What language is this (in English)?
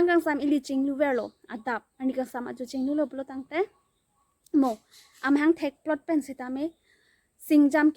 Karbi